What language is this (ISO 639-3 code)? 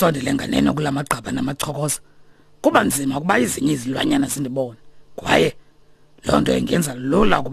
xho